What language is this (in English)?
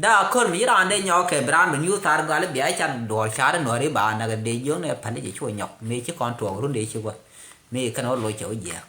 Nuer